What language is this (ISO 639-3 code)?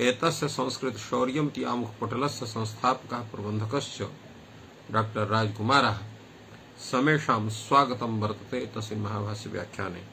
san